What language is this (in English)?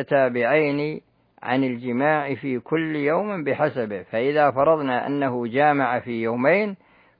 Arabic